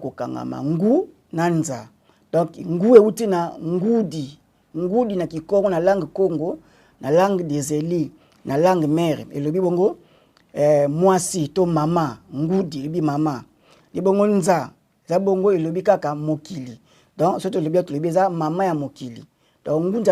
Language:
Lingala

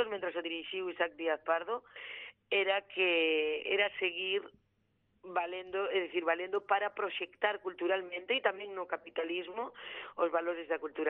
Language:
Galician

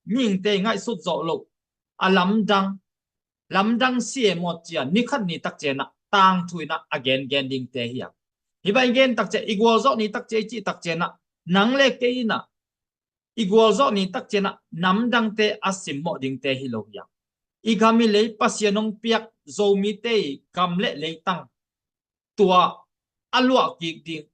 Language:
Tedim Chin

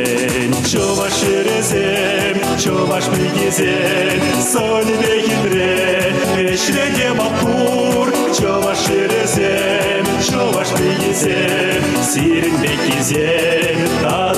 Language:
Chuvash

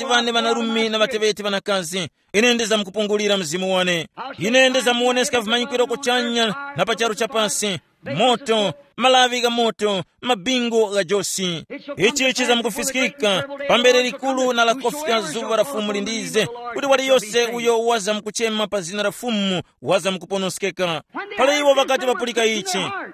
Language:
Tumbuka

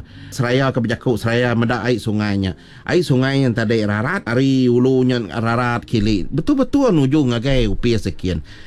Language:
Iban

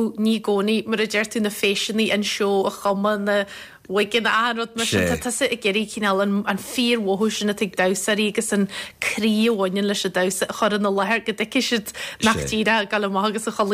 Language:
Irish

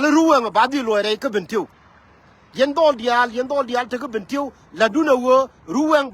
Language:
Nuer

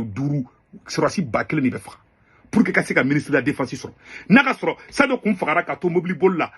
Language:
Bambara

